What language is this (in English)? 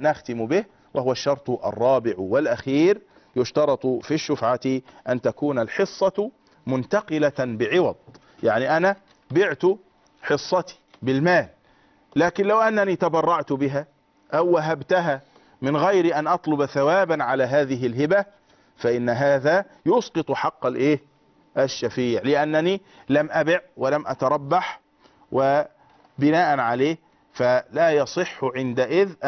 Arabic